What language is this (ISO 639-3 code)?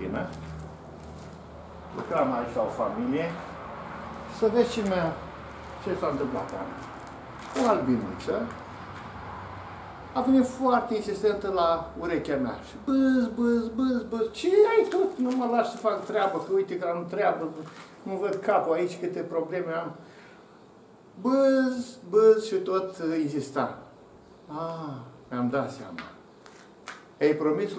ron